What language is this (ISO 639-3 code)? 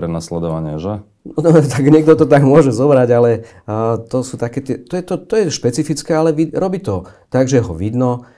slk